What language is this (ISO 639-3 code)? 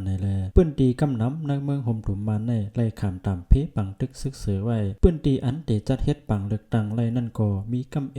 shn